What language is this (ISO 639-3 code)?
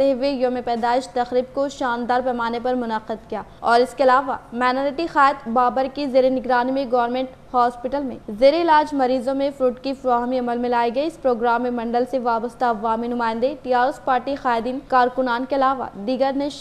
urd